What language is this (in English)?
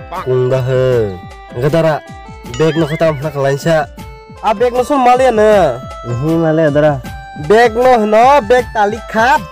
Kok Borok